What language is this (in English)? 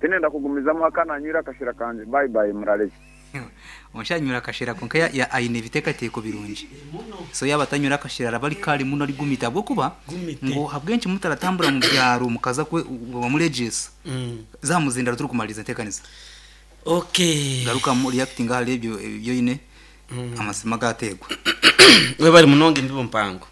Nyankole